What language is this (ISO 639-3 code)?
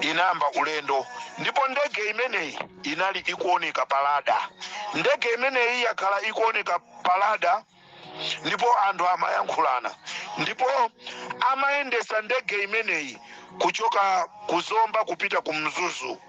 nya